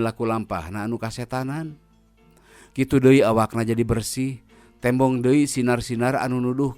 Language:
Sundanese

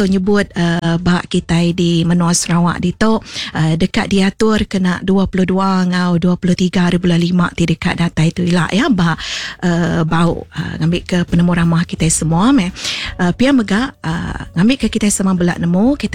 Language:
Iban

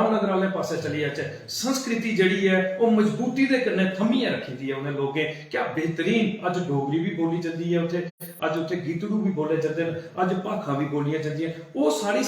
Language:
Dogri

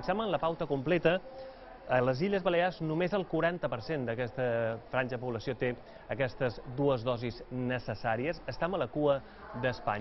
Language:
Catalan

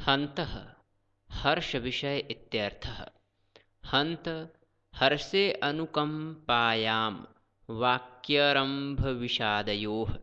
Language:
Sanskrit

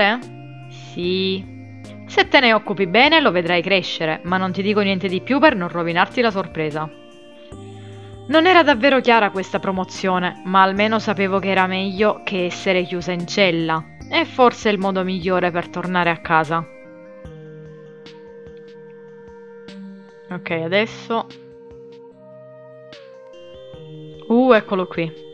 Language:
Italian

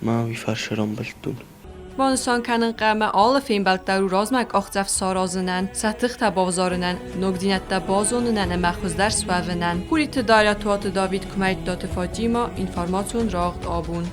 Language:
Ossetic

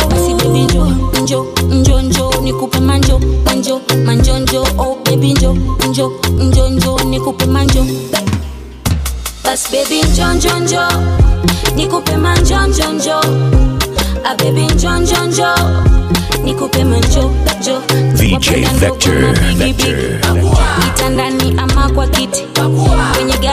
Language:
Swahili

